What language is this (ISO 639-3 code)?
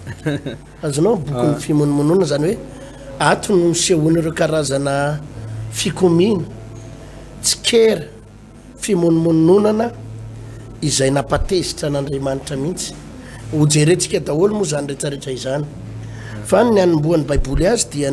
mlg